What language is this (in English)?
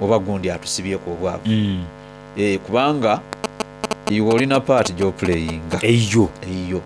Soga